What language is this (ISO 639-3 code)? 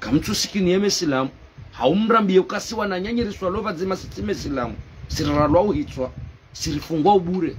zdj